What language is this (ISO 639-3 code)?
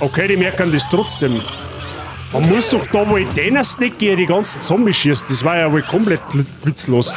bar